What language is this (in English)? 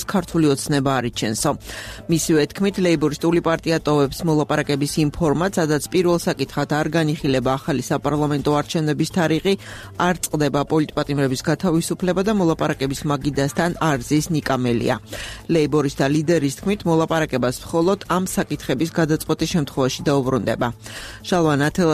Georgian